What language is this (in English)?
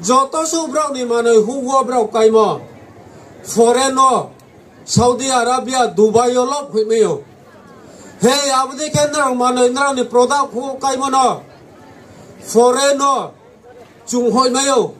Riang (India)